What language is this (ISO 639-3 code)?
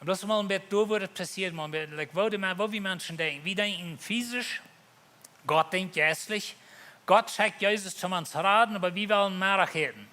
pdt